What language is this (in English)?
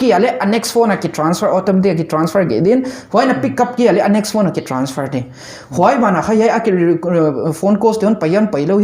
Paite Chin